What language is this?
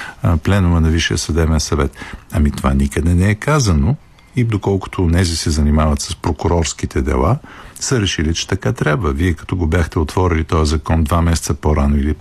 Bulgarian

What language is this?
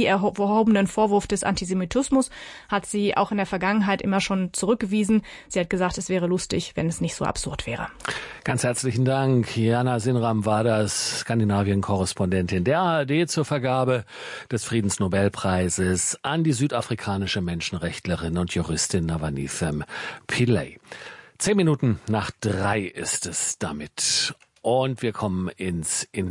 German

